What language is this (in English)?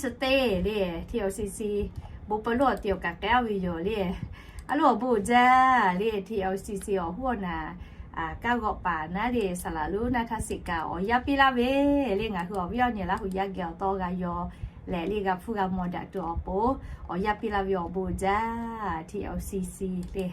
Lahu